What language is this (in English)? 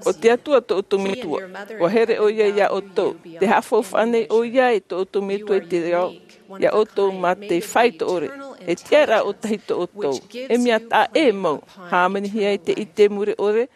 Tahitian